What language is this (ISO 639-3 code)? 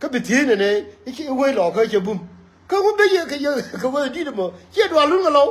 nus